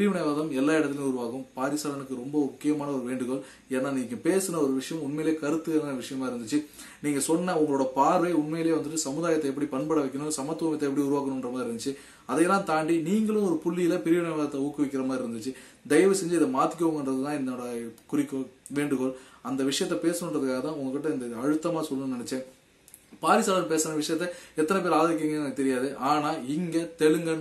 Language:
Tamil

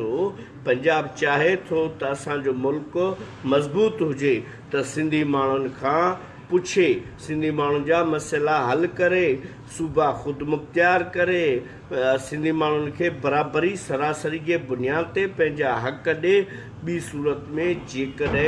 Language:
Sindhi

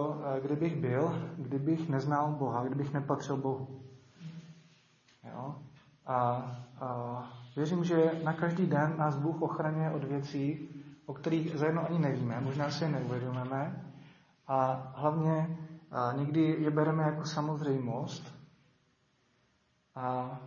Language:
Czech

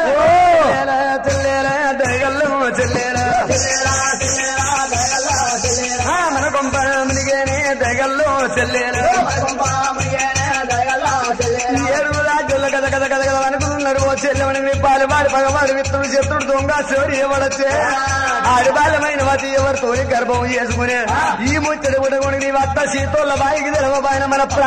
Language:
Telugu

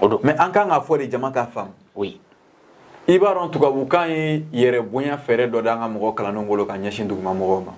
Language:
Bambara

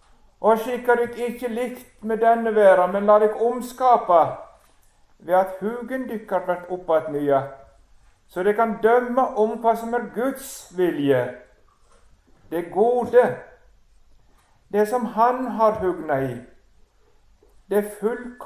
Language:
Norwegian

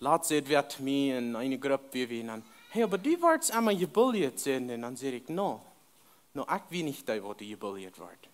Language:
Plautdietsch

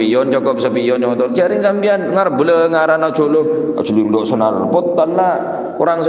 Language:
Madurese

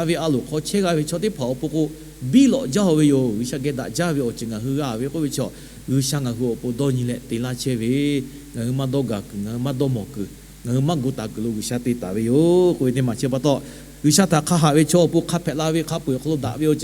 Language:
Lahu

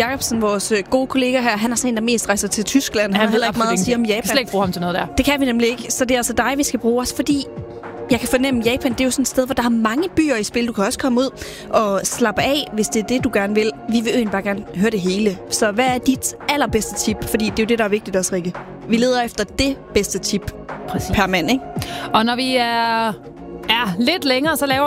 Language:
Danish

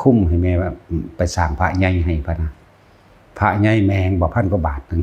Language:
Northeastern Thai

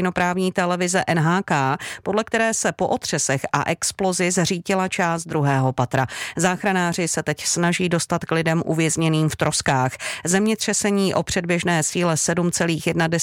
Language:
Czech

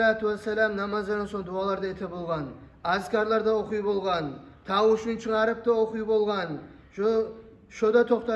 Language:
Kumyk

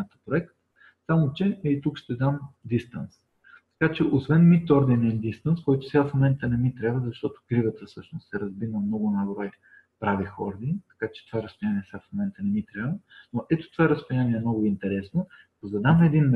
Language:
Bulgarian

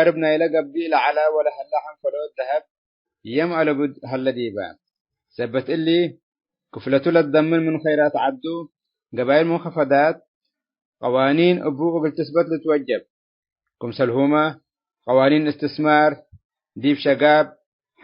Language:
Tigre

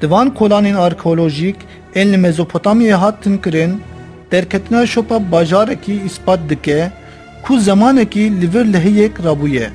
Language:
Kurdish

